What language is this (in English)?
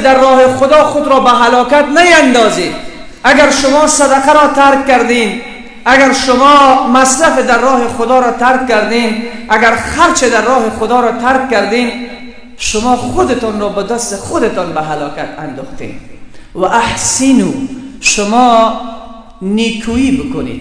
Persian